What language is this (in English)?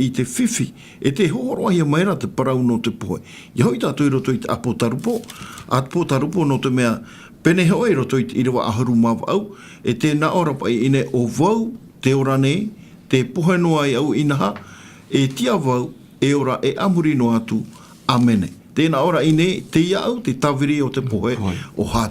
Tahitian